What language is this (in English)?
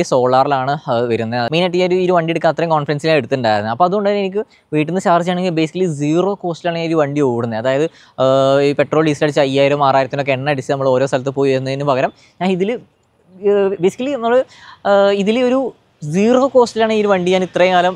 Malayalam